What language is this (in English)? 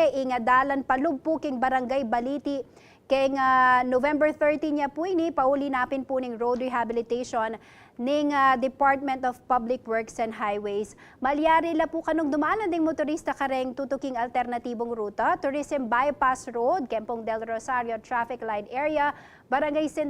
Pampanga